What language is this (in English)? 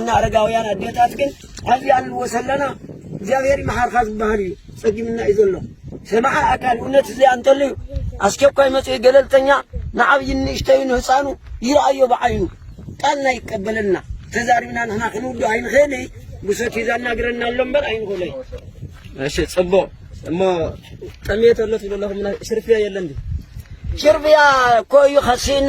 Tigrinya